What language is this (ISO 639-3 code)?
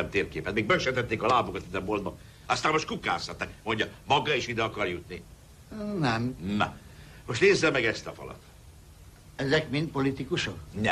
hun